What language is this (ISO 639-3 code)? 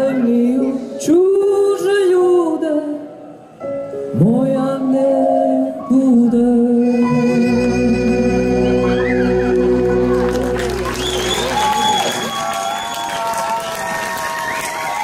slk